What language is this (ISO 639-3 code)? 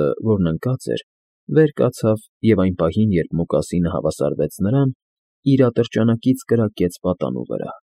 hye